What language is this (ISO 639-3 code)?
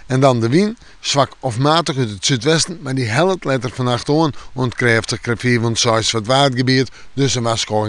fry